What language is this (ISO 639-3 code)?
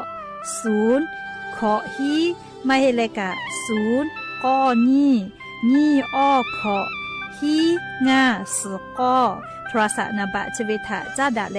lhu